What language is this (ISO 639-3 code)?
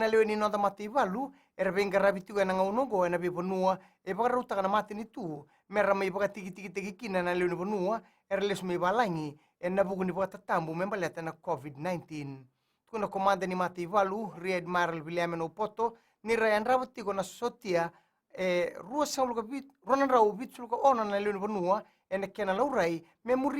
fij